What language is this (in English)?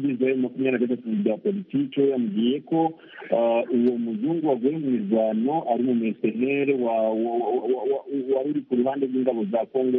Kinyarwanda